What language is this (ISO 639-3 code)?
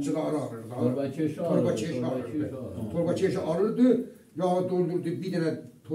azb